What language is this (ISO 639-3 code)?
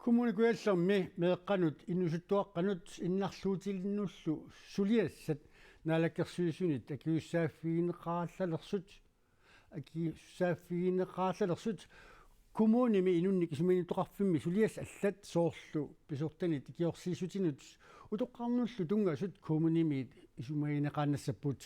kal